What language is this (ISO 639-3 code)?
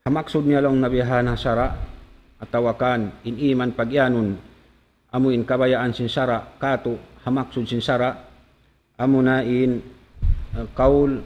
tsg